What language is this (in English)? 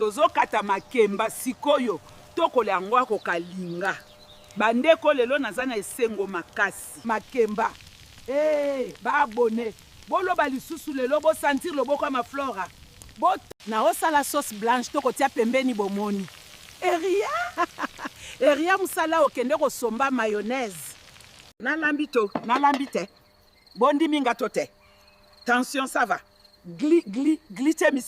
Lingala